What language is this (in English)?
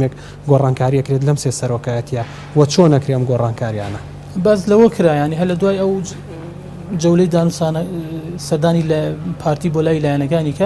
Central Kurdish